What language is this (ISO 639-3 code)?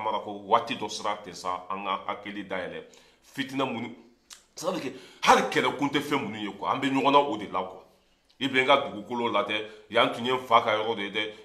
bam